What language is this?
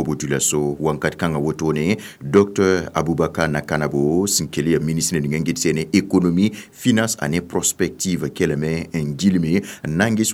Mossi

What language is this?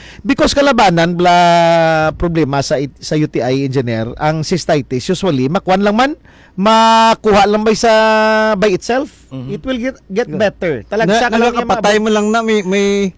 Hiligaynon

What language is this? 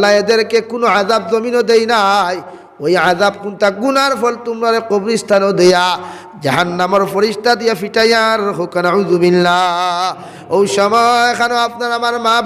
Sylheti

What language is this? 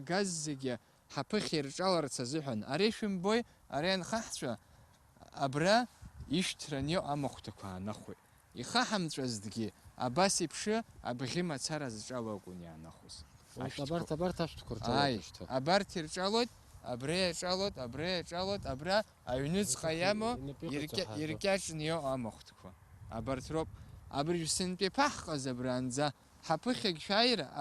Abkhazian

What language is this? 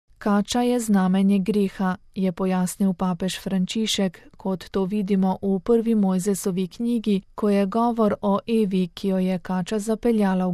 Slovenian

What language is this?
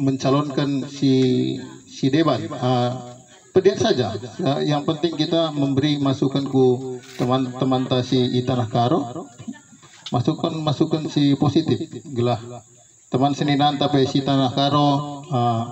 Batak Karo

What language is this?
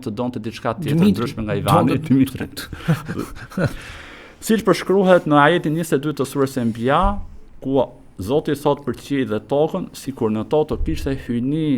Albanian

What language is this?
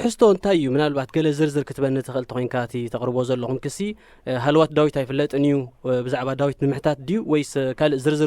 Tigrinya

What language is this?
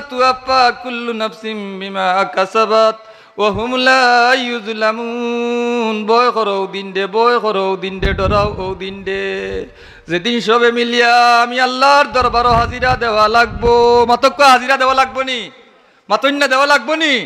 Sylheti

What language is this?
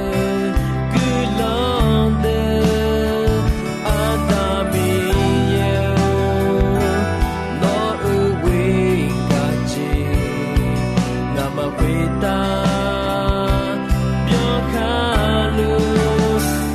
Akha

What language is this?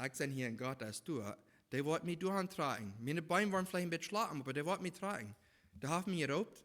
Plautdietsch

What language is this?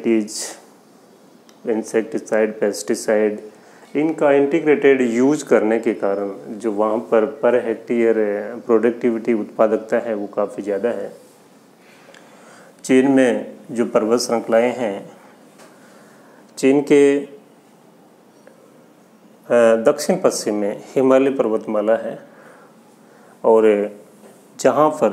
Hindi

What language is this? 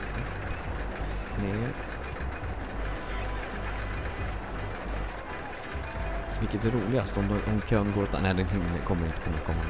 Swedish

